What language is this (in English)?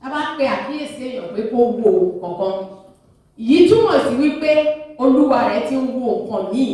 Yoruba